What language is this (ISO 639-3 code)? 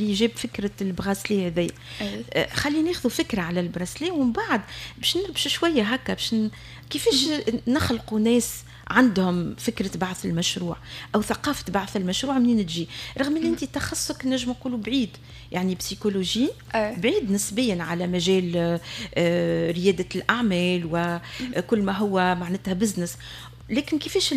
aeb